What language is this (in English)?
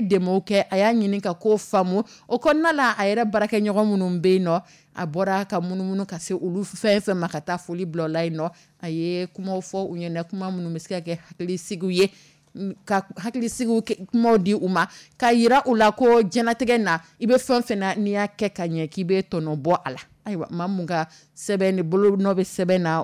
Dyula